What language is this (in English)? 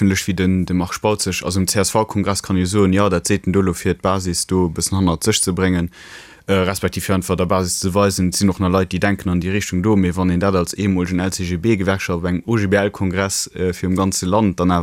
Luxembourgish